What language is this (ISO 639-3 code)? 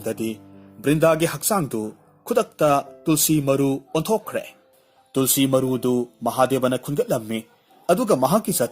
mni